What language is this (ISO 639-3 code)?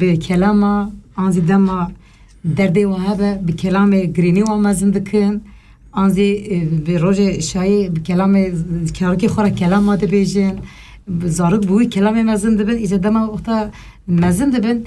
kur